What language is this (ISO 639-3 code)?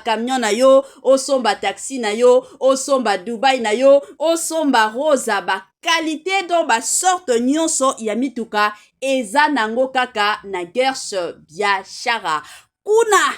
lin